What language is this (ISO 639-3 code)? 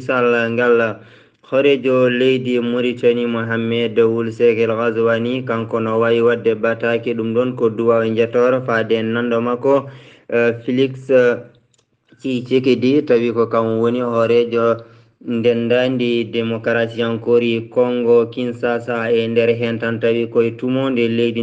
ful